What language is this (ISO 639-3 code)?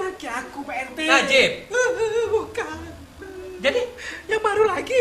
mui